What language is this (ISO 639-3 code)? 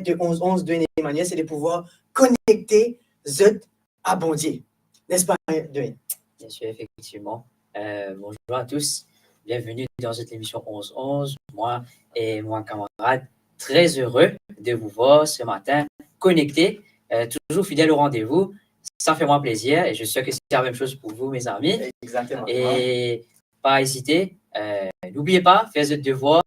mfe